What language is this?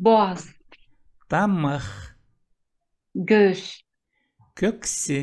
Khakas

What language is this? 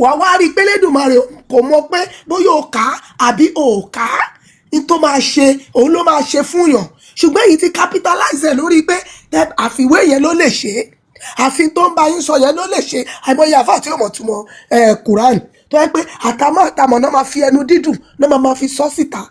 Yoruba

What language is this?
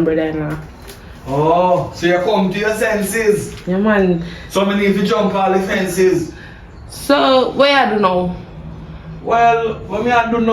Jamaican Creole English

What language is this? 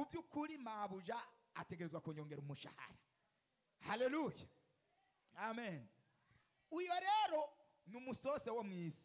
Rundi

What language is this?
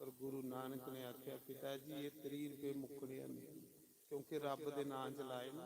Dogri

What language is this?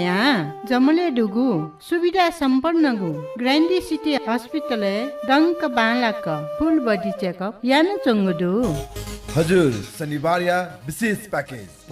Newari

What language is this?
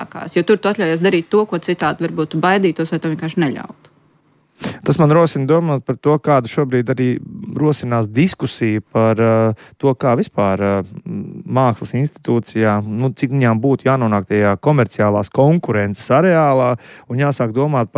Latvian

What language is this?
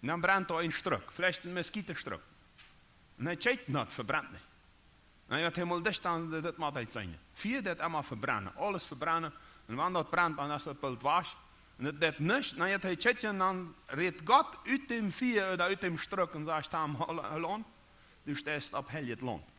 Plautdietsch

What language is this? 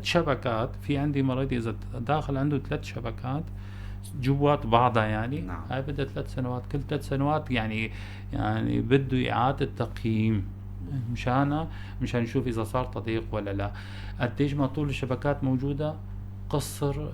North Levantine Arabic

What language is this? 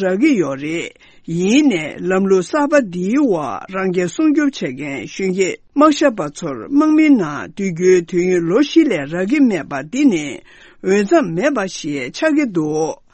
Tibetan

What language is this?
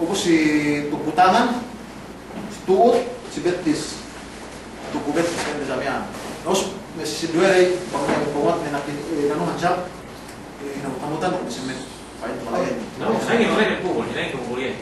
Yakan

